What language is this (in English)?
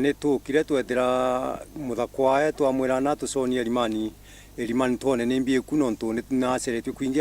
Meru